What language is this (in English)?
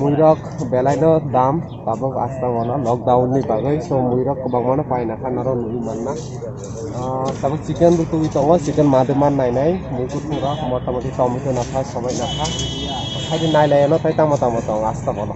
Kok Borok